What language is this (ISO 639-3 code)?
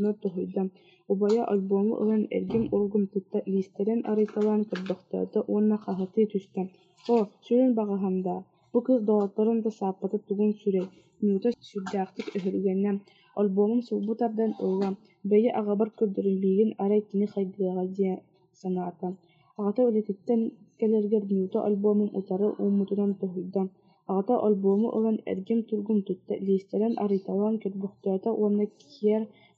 sah